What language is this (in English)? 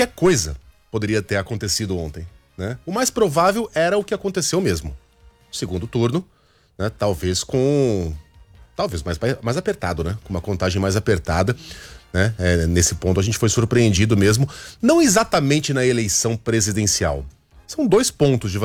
Portuguese